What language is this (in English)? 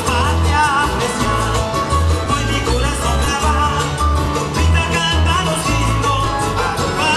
Papiamento